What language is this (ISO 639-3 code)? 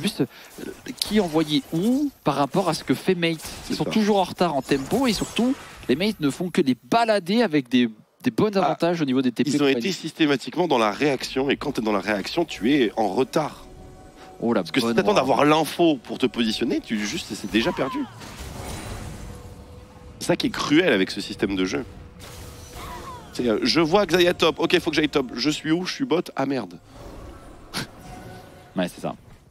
fra